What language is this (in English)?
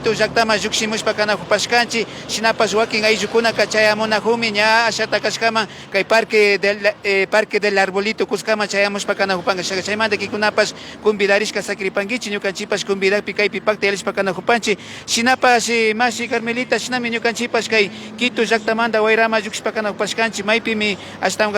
Imbabura Highland Quichua